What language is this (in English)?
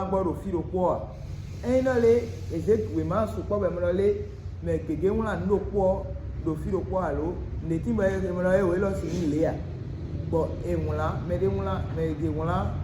Fon